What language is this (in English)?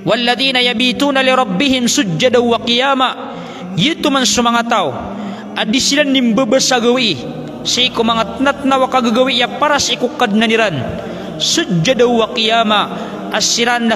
Maranao